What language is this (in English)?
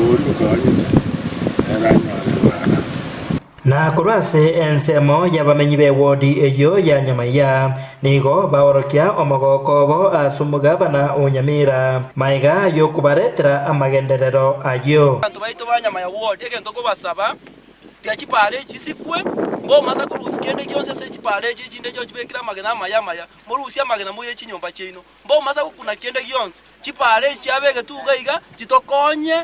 Gusii